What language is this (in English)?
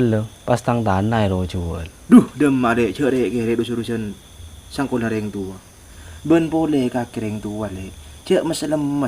Madurese